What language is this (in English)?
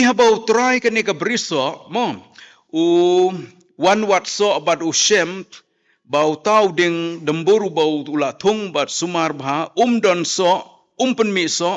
Khasi